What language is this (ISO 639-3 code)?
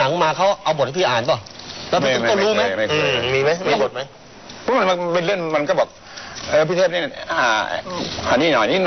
tha